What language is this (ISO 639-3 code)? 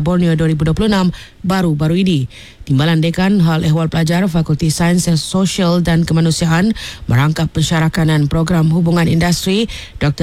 msa